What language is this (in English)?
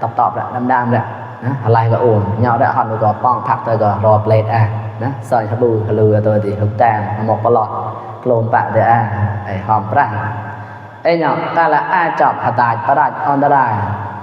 Mon